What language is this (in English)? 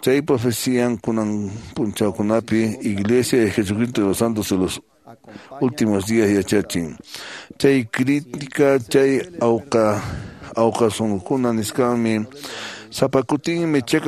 Quechua